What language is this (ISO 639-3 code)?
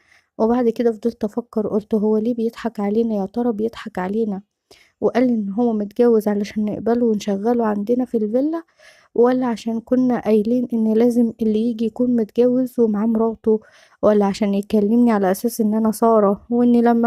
arz